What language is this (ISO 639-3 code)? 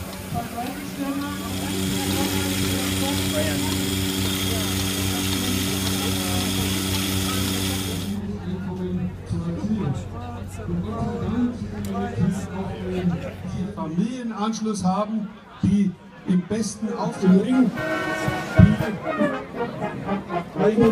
deu